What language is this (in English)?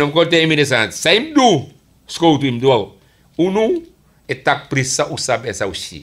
Sranan Tongo